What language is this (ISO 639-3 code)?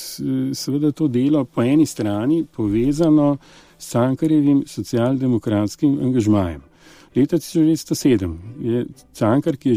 slv